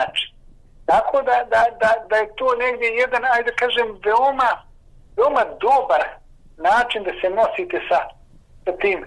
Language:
Bosnian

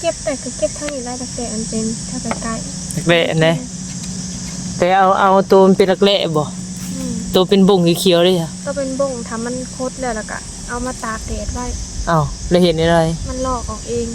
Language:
Northeastern Thai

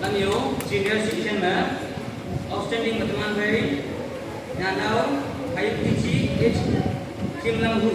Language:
Naga Pidgin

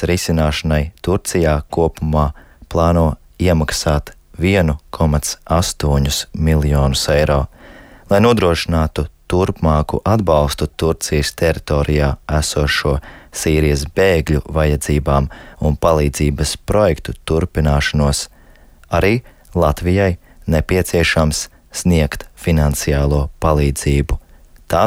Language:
Latvian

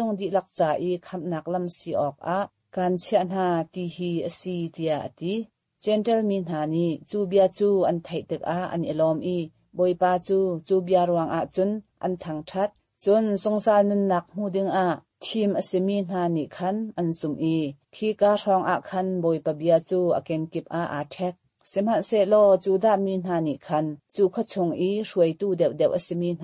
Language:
Hakha Chin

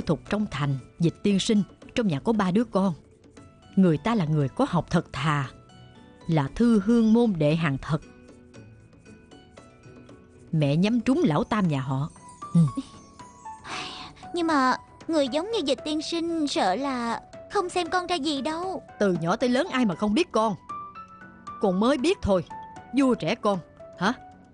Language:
Vietnamese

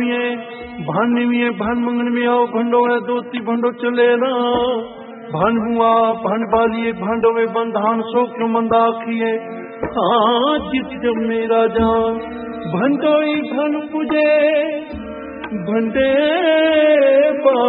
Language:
Punjabi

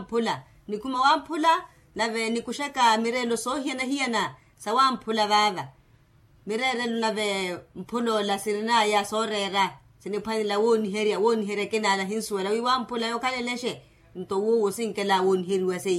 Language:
Makhuwa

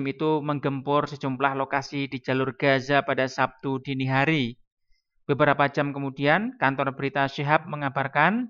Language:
Indonesian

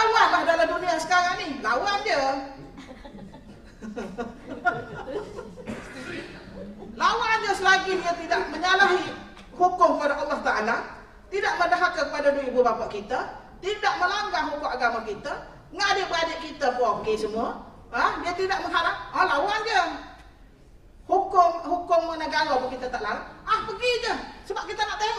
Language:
Malay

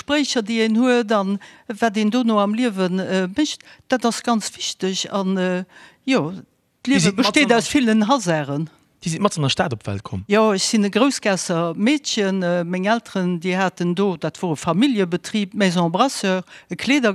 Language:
Luxembourgish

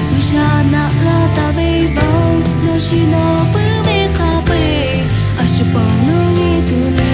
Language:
Lahu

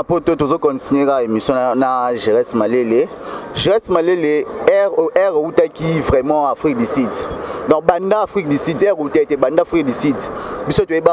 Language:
Lingala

